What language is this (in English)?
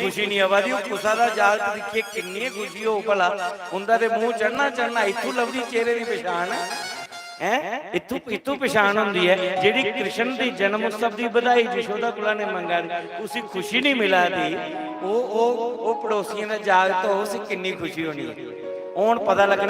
Dogri